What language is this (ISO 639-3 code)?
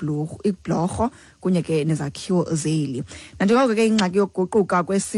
xho